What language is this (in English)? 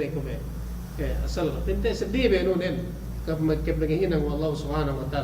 Yakan